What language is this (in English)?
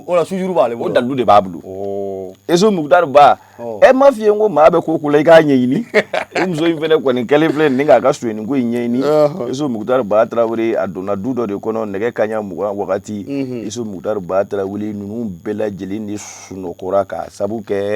Bambara